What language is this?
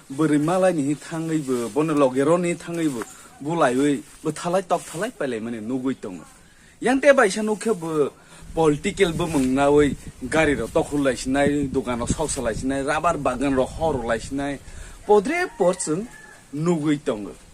Kok Borok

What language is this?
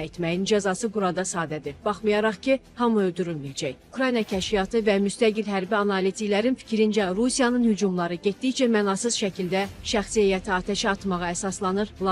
Azerbaijani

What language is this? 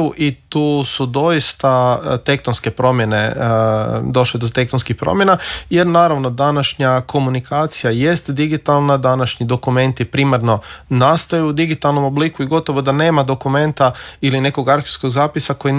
Croatian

